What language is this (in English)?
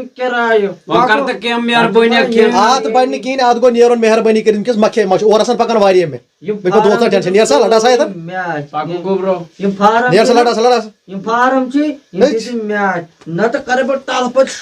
Kashmiri